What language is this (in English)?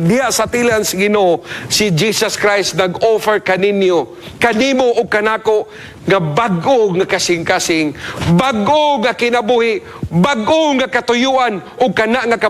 Cebuano